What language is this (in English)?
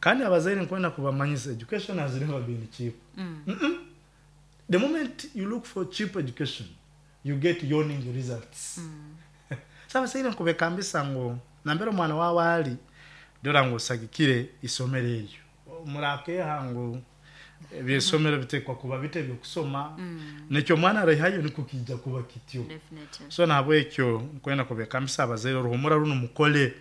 Nyoro